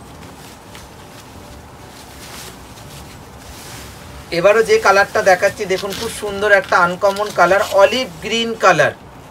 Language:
Bangla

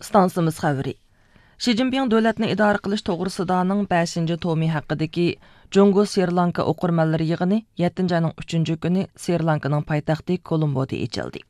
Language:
Uyghur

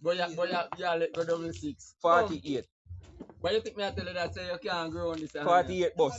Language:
Jamaican Creole English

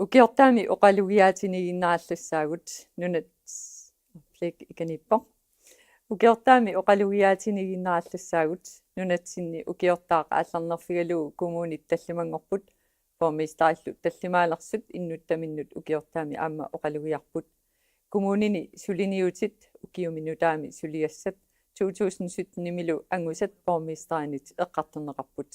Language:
Kalaallisut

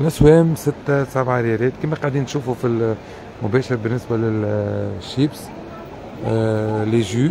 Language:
Tunisian Arabic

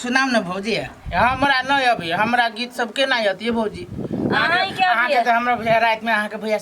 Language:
Maithili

